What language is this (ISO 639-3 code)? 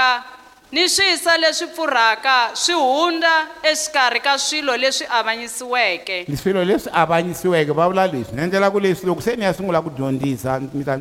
tso